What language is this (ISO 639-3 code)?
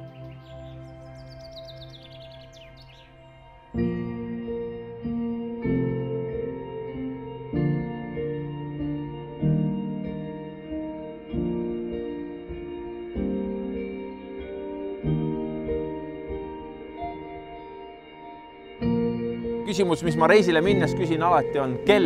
est